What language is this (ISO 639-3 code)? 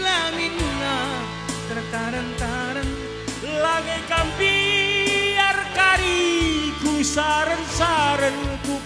btx